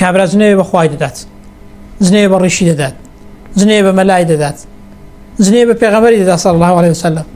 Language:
Central Kurdish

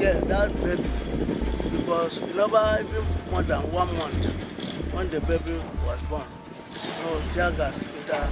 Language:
Nigerian Pidgin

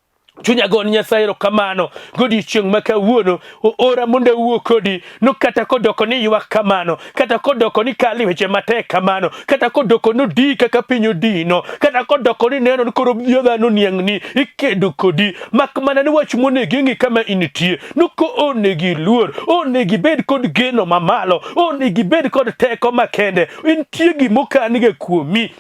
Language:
Luo (Kenya and Tanzania)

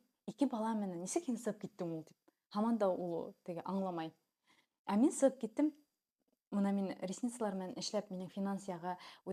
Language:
Bashkir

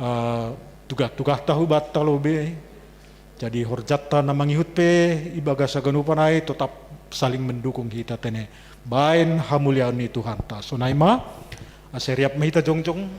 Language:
Batak Simalungun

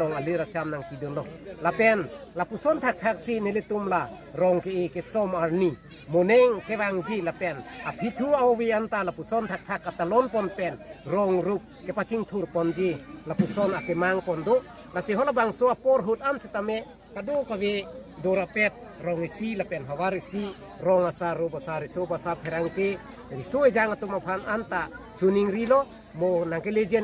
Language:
Karbi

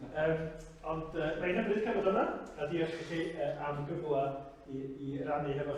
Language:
Welsh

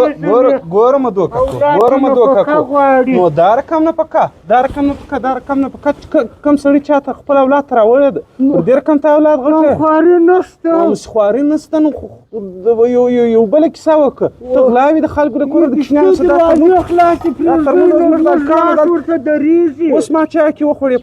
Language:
Pashto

